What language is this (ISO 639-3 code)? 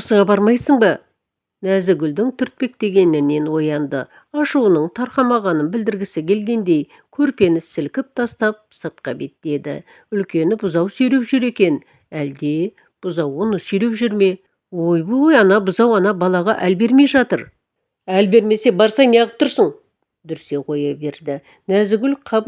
kaz